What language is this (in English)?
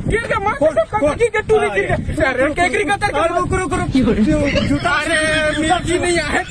Chhattisgarhi